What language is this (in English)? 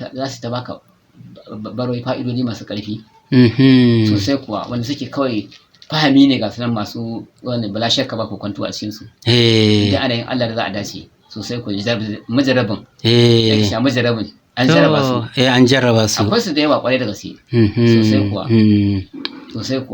Hausa